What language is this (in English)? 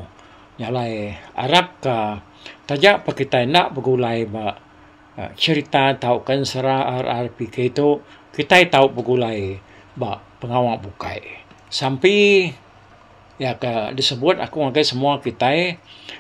Iban